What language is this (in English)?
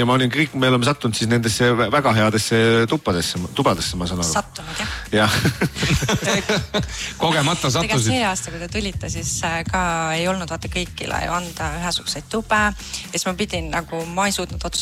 Estonian